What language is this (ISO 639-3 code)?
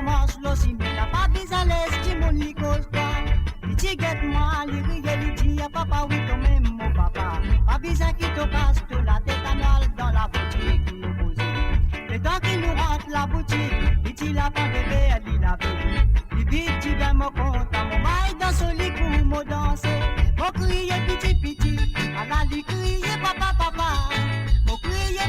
mfe